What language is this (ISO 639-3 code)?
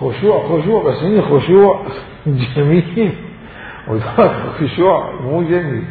acm